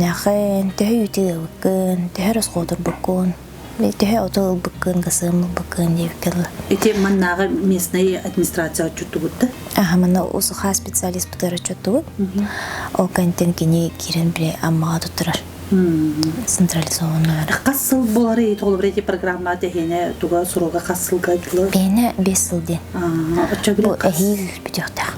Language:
Yakut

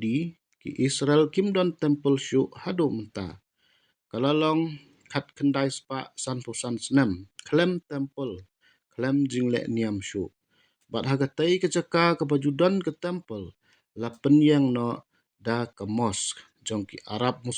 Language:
Khasi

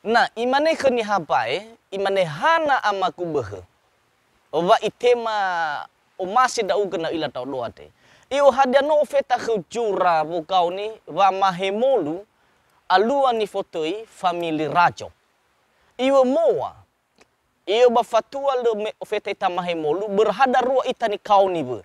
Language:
Nias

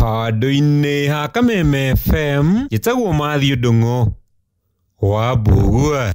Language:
Kikuyu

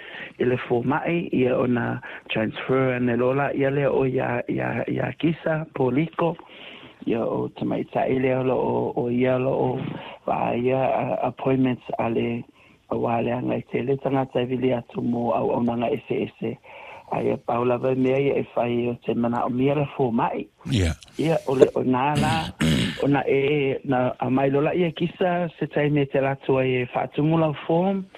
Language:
Samoan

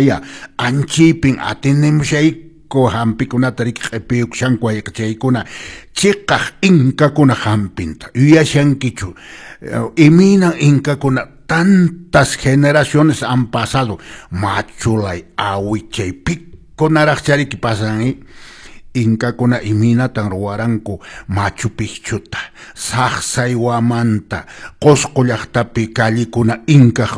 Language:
Quechua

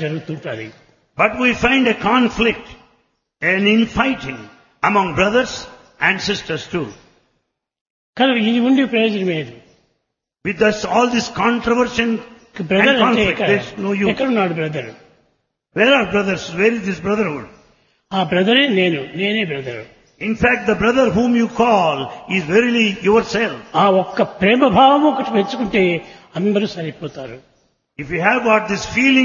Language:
Telugu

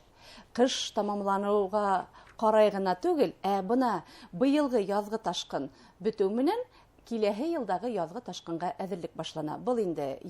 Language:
Bashkir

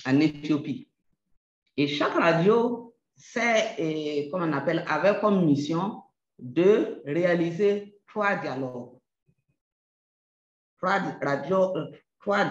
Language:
French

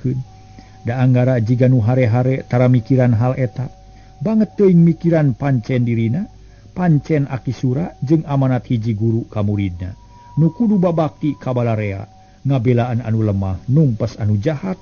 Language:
Sundanese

